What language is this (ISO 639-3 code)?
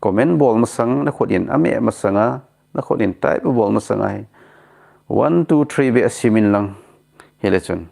tcz